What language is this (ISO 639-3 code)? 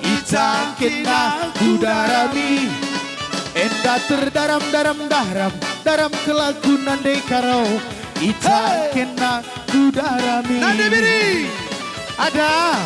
btx